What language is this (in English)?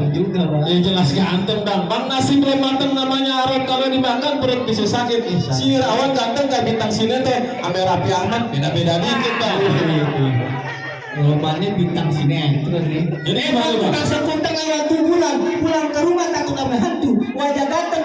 Betawi